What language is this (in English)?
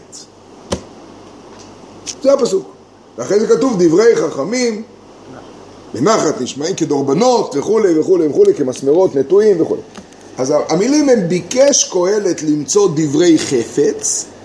Hebrew